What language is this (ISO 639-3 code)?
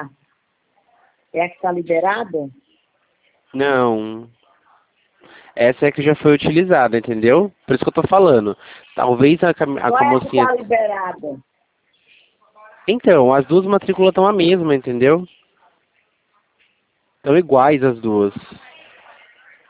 por